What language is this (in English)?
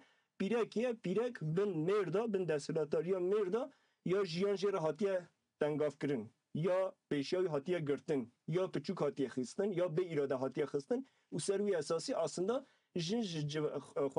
Kurdish